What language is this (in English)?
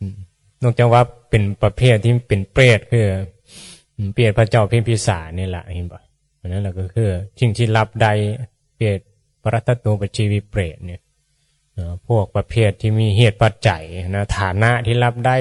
Northeastern Thai